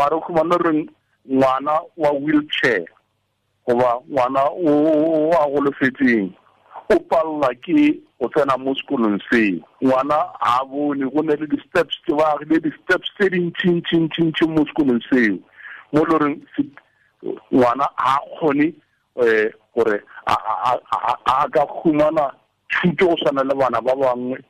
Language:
Tswana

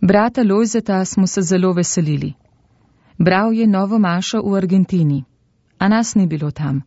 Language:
Slovenian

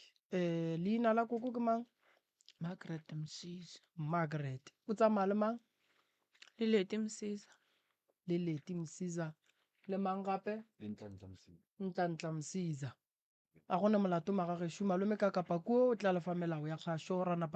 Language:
Northern Sotho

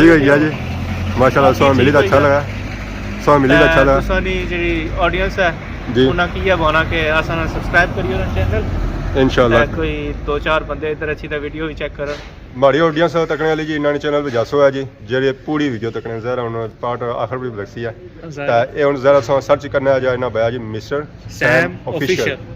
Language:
Pahari-Potwari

